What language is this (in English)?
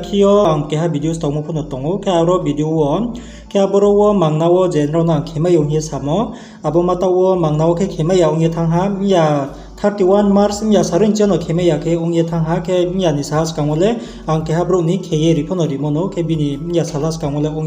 Riang (India)